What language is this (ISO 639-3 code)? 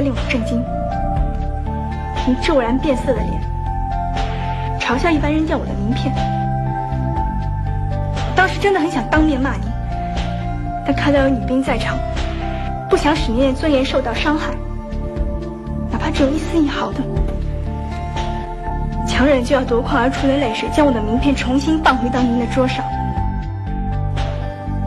zho